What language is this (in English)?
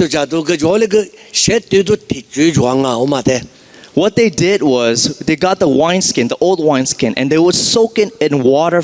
Lisu